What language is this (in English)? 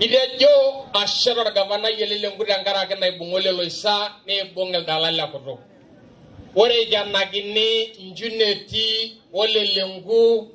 Masai